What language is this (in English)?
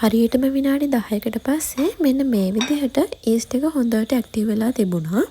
Sinhala